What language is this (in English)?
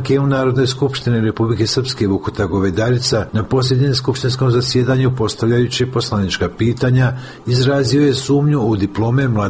Serbian